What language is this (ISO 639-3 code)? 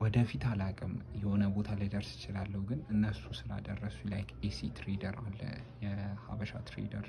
amh